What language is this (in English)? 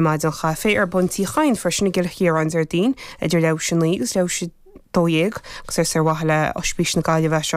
Irish